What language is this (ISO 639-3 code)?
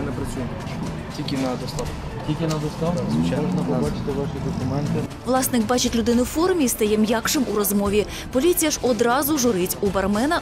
ukr